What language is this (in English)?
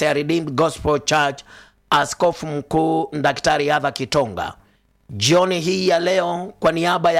Swahili